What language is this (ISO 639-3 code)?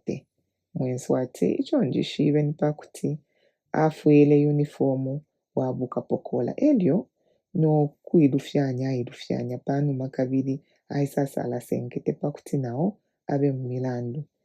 bem